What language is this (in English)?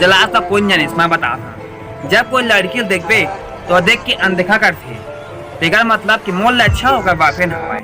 Chhattisgarhi